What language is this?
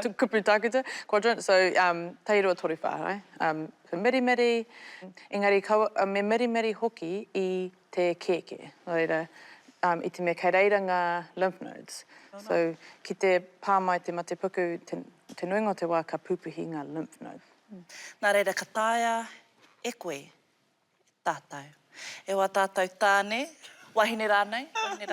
Māori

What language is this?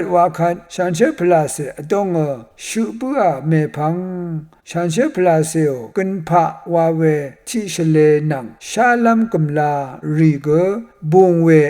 Rawang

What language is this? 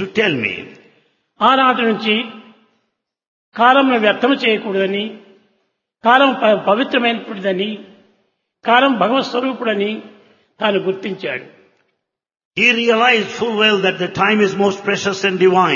Telugu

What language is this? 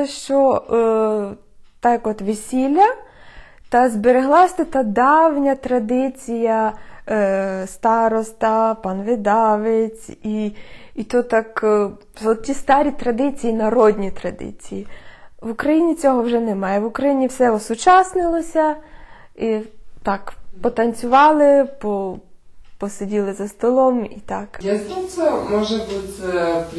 Rusyn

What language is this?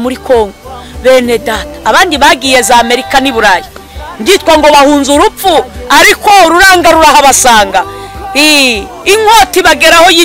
Kinyarwanda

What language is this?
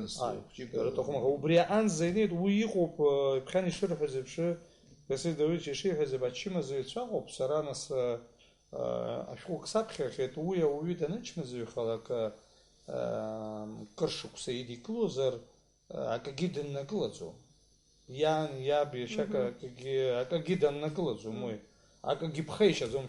Abkhazian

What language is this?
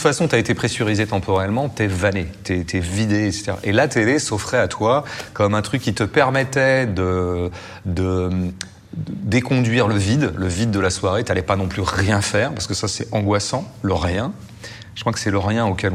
French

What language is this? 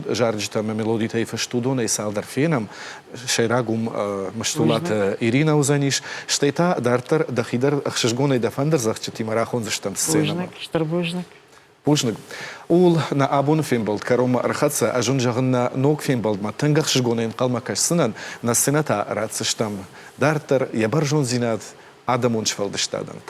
Ossetic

